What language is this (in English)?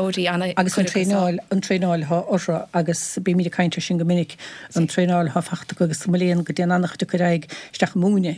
Irish